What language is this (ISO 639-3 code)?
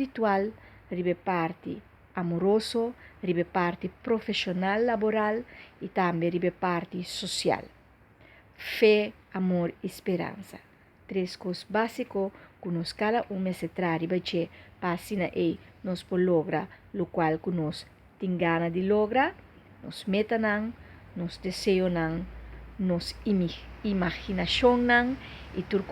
pap